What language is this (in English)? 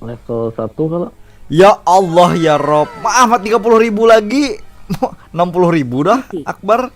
Banjar